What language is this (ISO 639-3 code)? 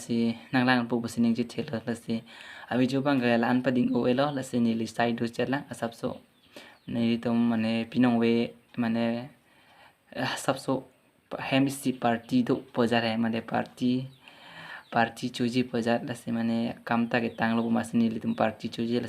mjw